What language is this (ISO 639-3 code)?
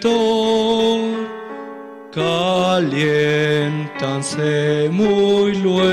aym